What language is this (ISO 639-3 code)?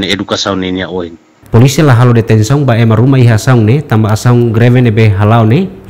tet